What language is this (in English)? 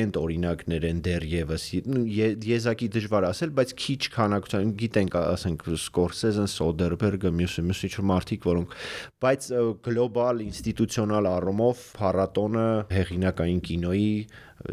Armenian